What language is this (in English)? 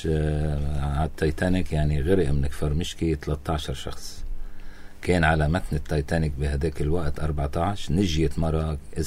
North Levantine Arabic